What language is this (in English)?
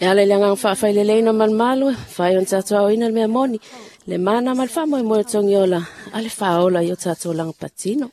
Samoan